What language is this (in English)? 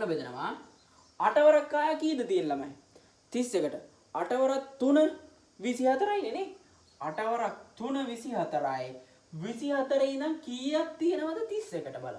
Sinhala